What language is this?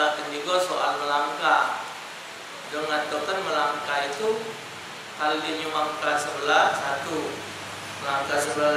Musi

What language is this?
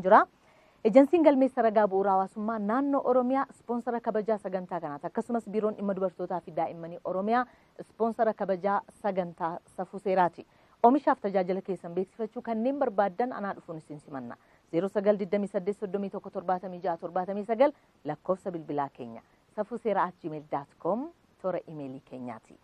Oromo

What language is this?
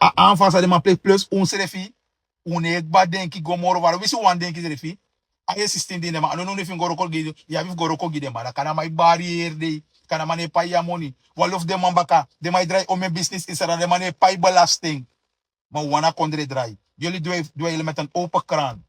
Sranan Tongo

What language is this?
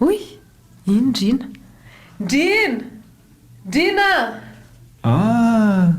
Malagasy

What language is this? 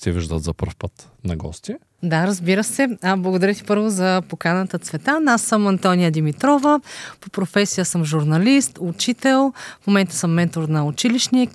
Bulgarian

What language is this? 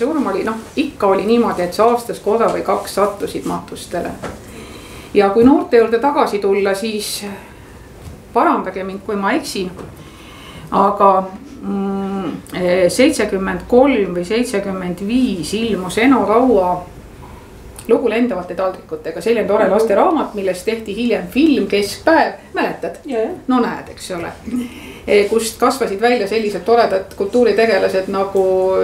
Estonian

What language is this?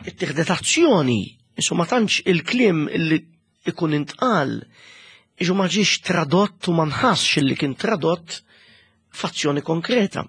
Maltese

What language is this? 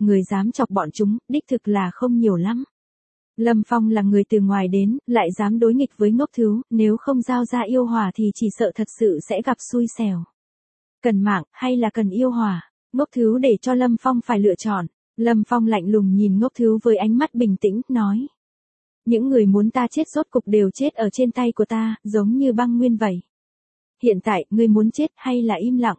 Vietnamese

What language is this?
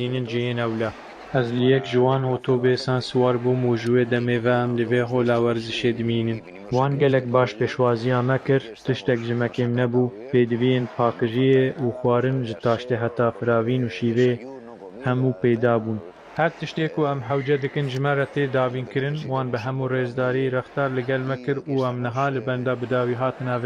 Kurdish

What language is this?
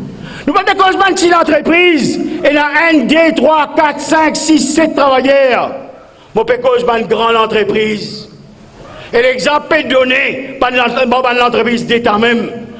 Morisyen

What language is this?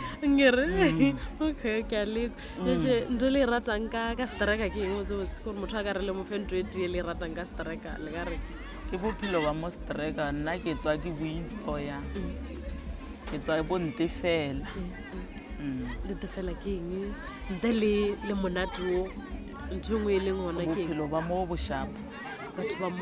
Northern Sotho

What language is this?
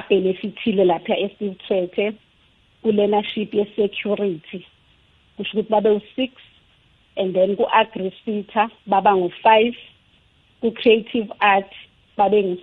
South Ndebele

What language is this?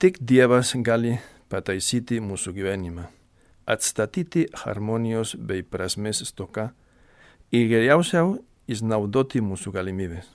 Lithuanian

